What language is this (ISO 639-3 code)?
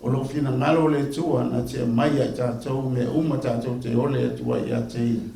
smo